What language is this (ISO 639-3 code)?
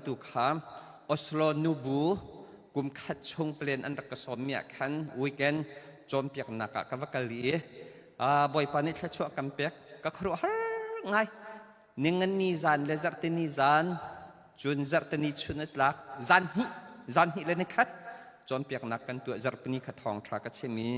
cnh